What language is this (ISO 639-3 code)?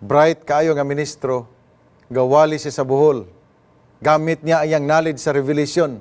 ceb